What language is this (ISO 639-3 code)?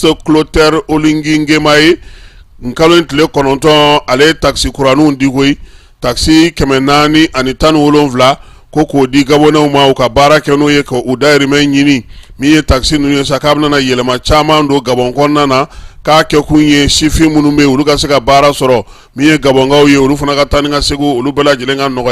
bam